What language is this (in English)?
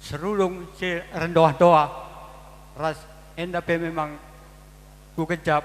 Batak Karo